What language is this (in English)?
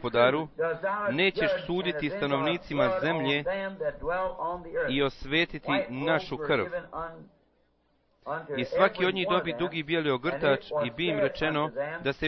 Bosnian